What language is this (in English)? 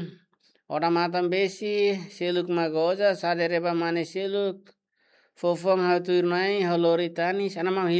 Tetum